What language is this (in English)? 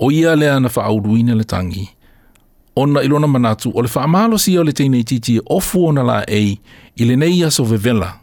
Samoan